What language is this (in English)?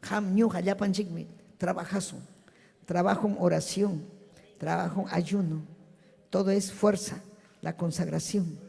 Ayacucho Quechua